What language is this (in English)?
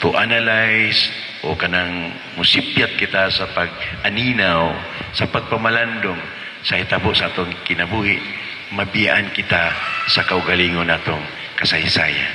Cebuano